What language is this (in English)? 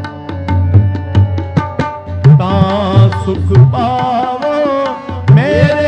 Punjabi